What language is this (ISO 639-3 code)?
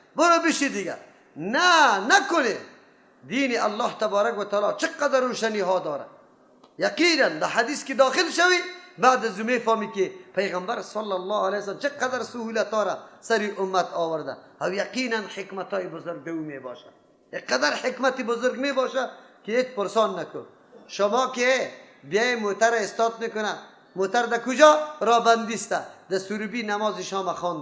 fas